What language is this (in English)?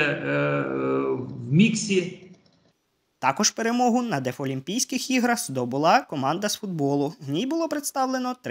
Ukrainian